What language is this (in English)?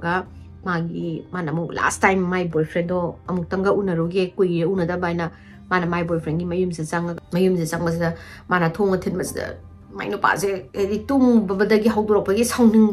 Manipuri